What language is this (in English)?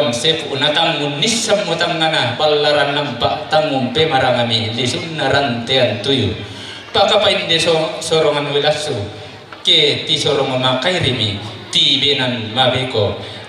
Toraja-Sa'dan